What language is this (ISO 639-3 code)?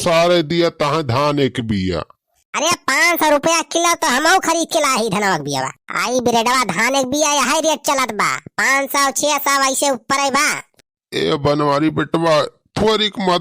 awa